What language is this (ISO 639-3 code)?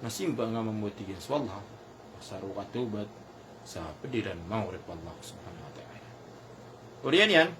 mrw